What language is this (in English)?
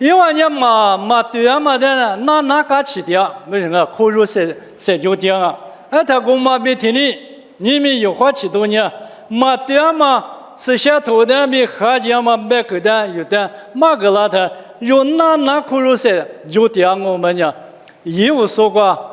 Lisu